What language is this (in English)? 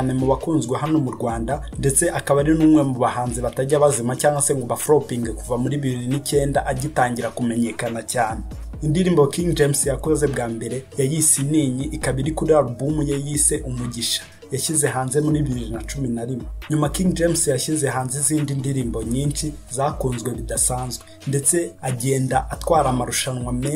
Kinyarwanda